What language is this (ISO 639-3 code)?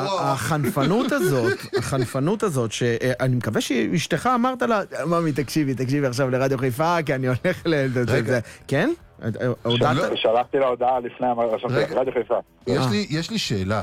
heb